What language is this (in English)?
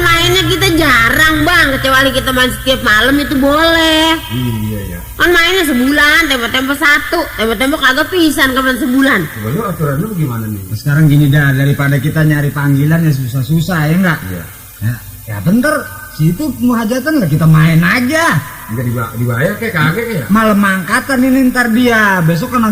Betawi